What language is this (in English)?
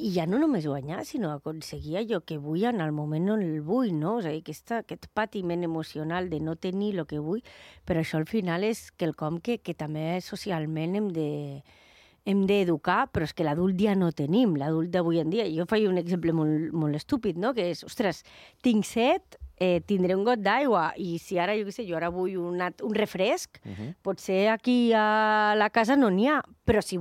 Catalan